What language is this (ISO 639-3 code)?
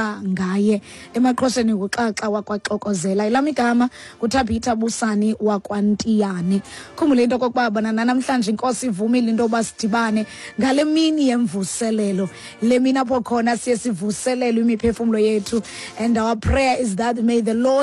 xho